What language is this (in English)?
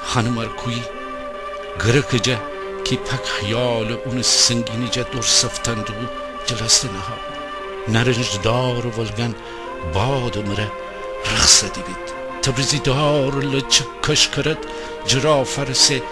Gilaki